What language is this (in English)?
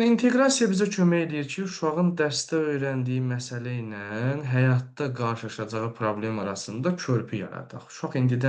Azerbaijani